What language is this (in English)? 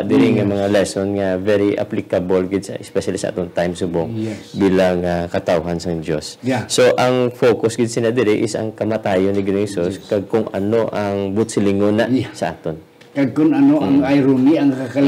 Hiligaynon